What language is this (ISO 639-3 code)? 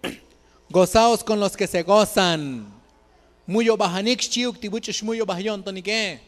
tzo